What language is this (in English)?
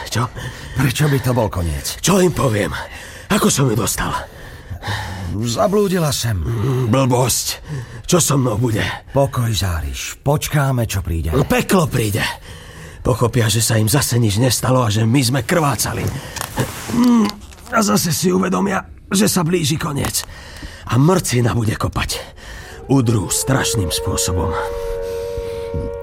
Slovak